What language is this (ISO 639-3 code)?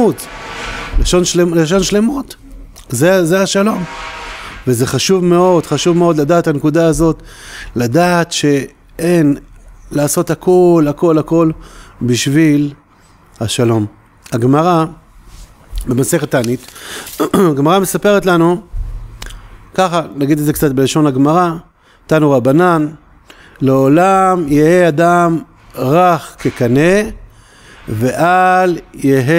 heb